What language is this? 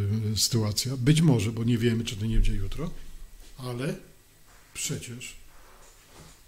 Polish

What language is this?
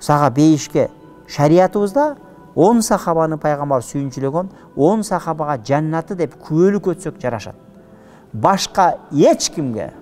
Kyrgyz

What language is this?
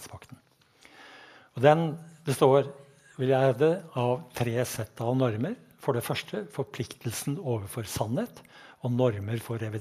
Norwegian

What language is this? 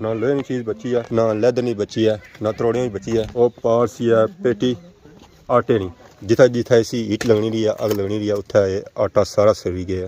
Pahari-Potwari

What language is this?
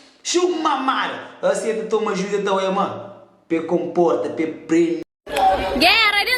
Kabuverdianu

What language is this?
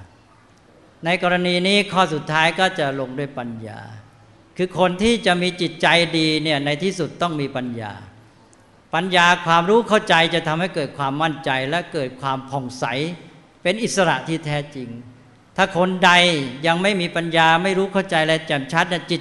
Thai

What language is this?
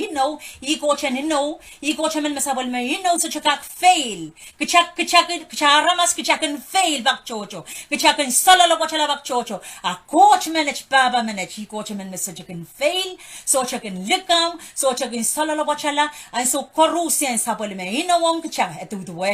Pohnpeian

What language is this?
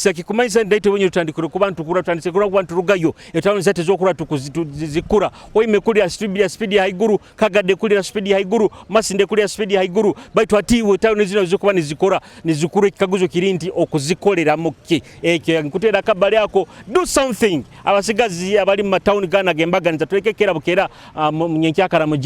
Nyoro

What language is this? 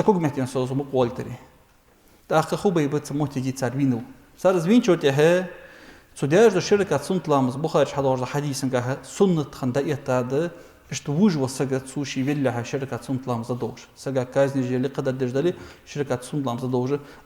Ingush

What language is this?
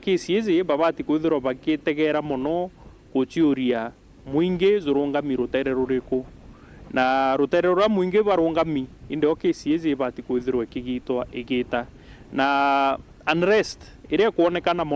Meru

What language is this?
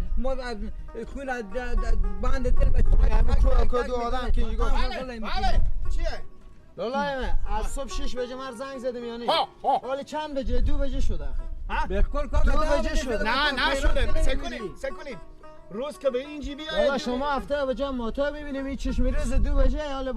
Persian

